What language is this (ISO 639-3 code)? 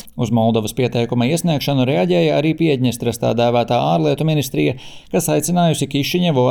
lav